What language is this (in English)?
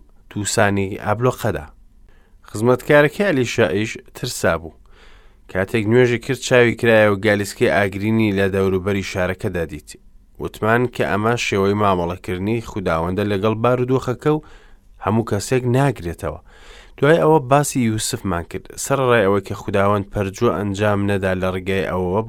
Central Kurdish